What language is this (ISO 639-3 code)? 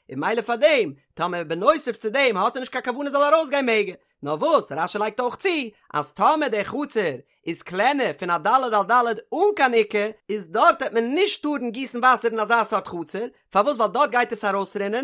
yid